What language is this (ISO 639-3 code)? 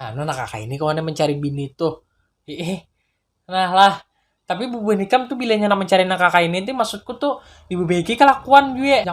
bjn